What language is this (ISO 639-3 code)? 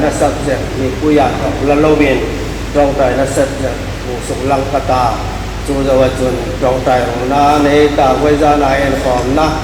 hmr